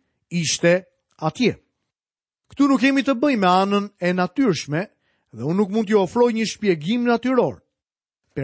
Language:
Albanian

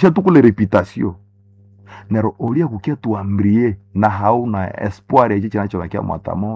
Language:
Swahili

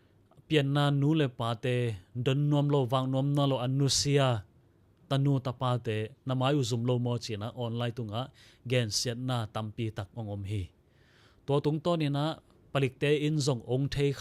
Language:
Tedim Chin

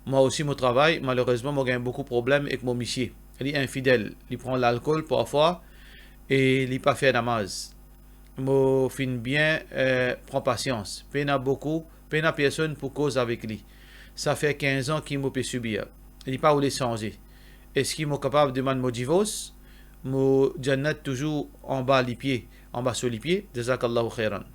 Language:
Morisyen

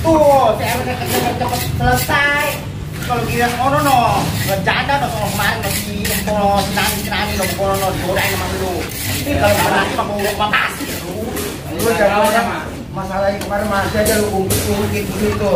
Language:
Betawi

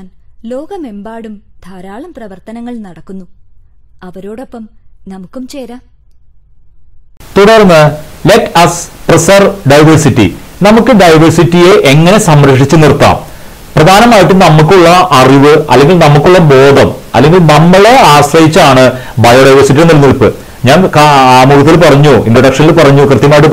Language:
Malayalam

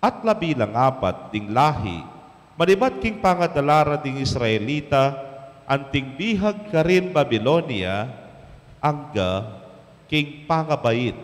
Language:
Pampanga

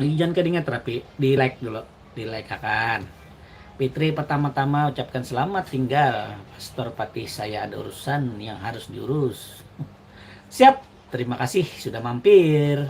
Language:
Banjar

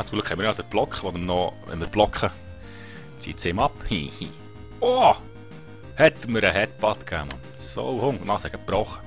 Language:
Swiss German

